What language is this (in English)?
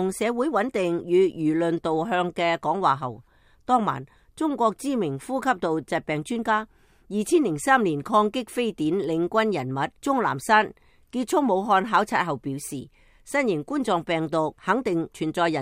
Cantonese